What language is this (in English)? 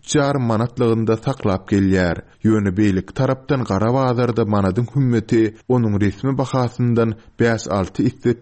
Turkmen